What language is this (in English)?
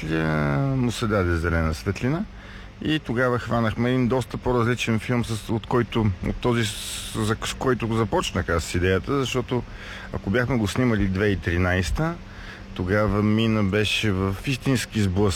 Bulgarian